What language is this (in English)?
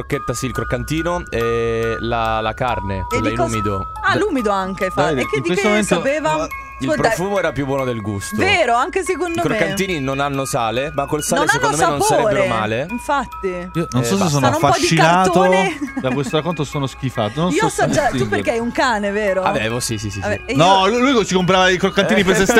Italian